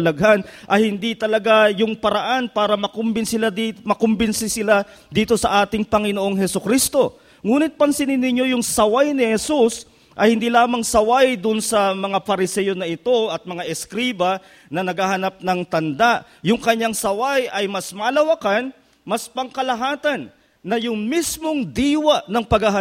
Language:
Filipino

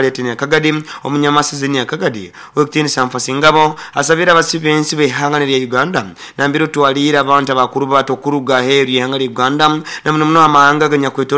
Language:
Nyoro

